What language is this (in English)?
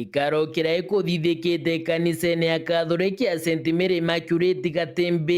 Meru